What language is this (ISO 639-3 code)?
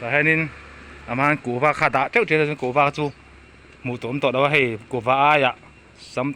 lus